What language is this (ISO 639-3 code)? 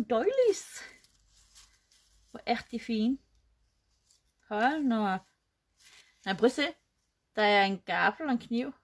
dan